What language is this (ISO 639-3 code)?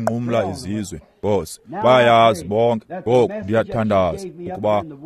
xho